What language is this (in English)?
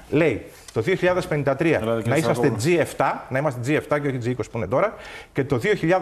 Greek